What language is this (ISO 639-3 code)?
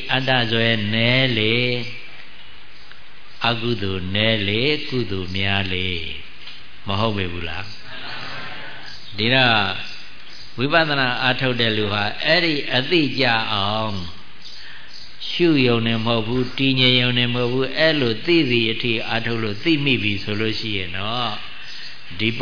mya